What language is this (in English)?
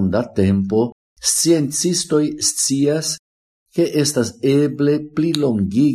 Esperanto